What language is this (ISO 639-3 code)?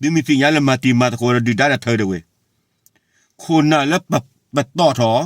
ksw